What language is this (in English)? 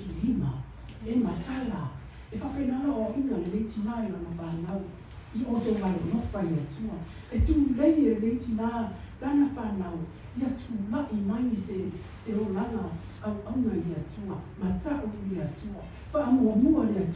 Samoan